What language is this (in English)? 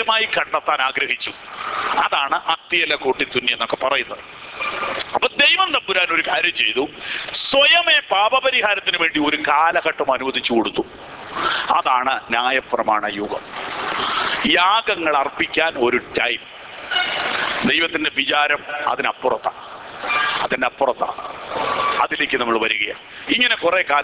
Malayalam